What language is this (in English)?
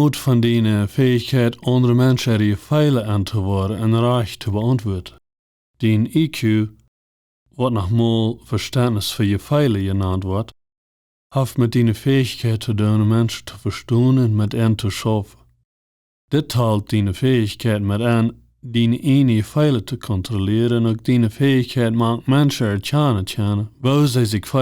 Plautdietsch